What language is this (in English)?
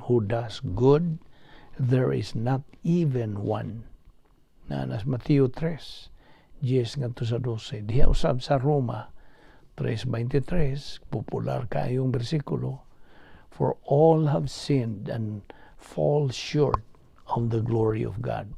Cebuano